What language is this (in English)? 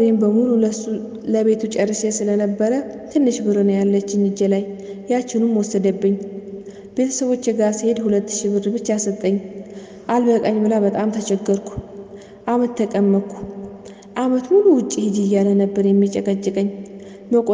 Amharic